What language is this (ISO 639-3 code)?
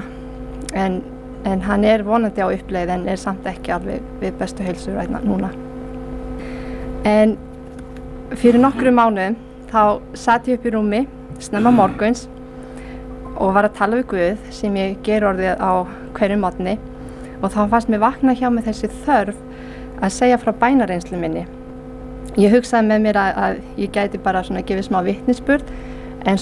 isl